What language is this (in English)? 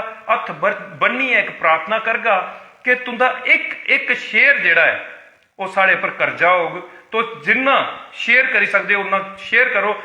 Dogri